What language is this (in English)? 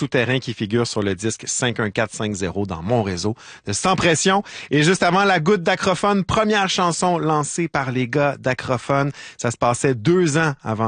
French